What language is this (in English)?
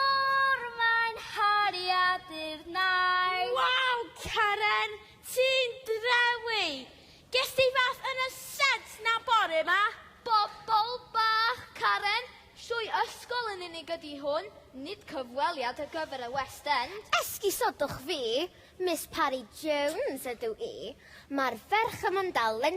Welsh